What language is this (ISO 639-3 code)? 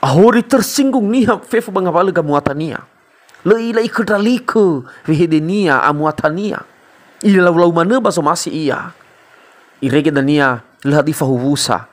nia